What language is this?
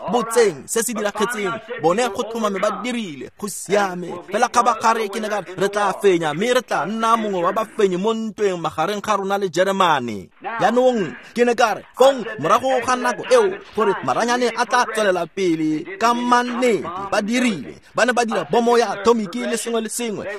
Tswana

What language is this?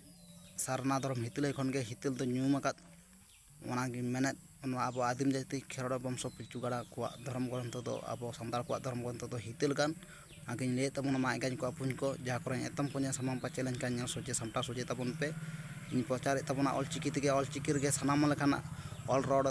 Santali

